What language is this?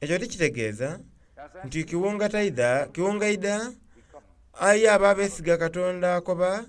Soga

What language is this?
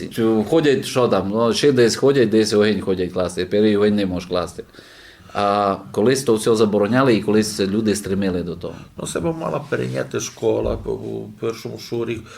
Rusyn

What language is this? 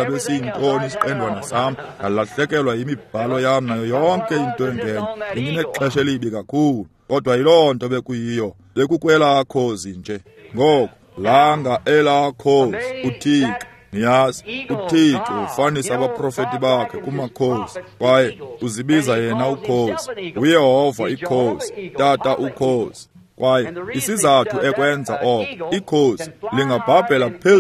Xhosa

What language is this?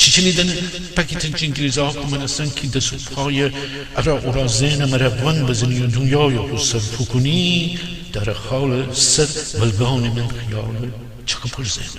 Gilaki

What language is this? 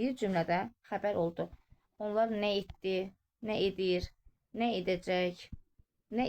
Azerbaijani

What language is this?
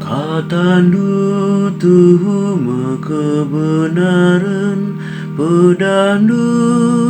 Batak Karo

